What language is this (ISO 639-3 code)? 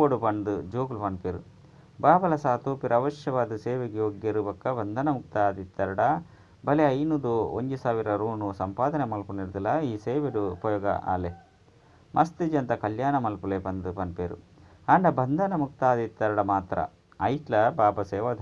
tcy